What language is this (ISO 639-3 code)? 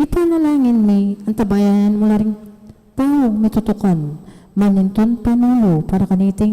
pam